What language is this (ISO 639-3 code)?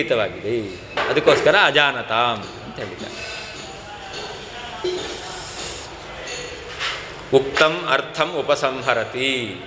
kan